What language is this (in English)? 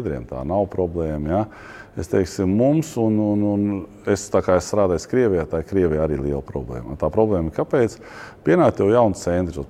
Latvian